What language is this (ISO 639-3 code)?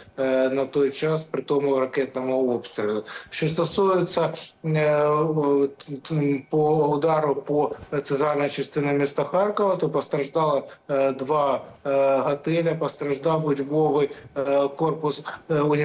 ukr